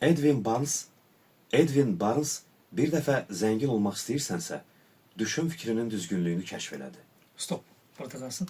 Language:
Azerbaijani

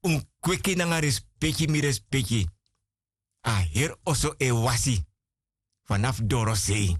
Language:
Sranan Tongo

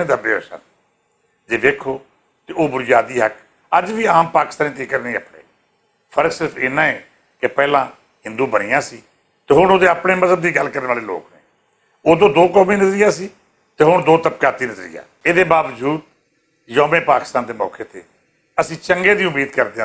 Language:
Western Panjabi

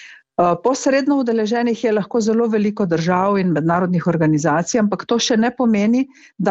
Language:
Slovenian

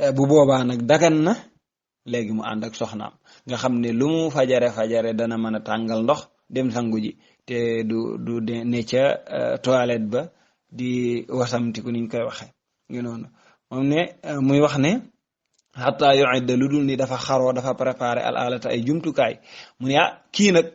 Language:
Wolof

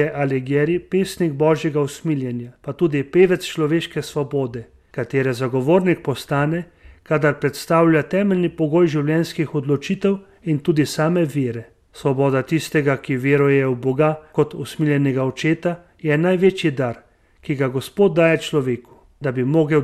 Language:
Slovenian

